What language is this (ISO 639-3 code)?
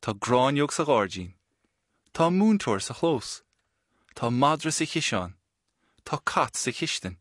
gle